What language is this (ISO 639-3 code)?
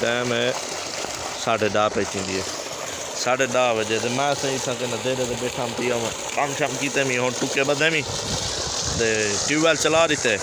skr